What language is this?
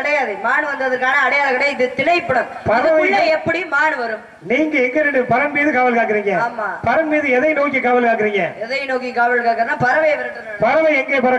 Tamil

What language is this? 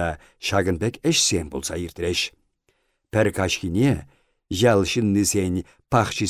Chuvash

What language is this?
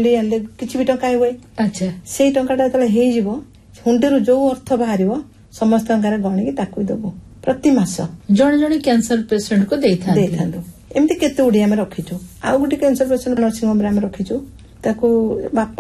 Odia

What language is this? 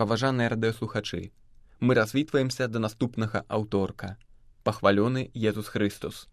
Belarusian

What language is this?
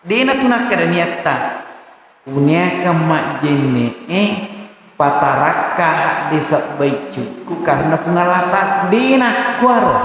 Buginese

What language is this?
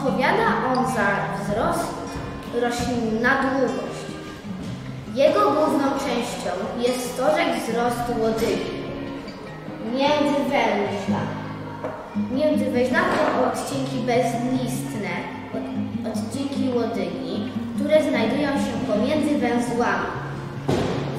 Polish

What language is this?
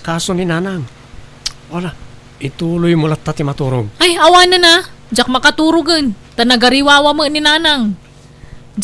Iloko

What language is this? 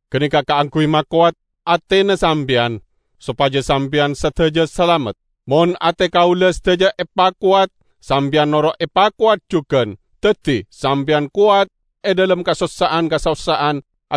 Madurese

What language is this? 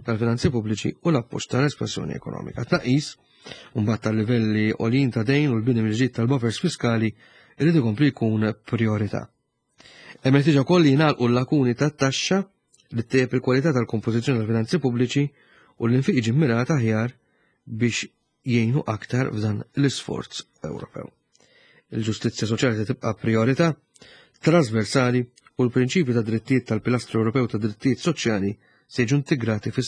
Maltese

